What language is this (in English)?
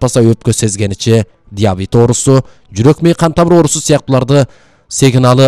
Kyrgyz